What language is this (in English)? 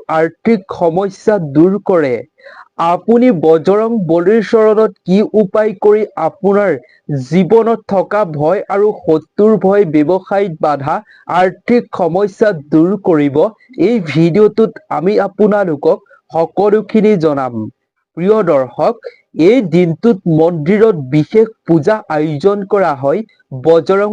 Assamese